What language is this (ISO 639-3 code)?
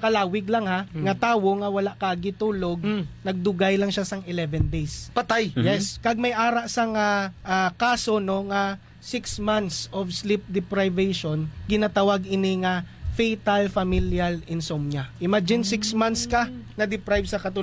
hil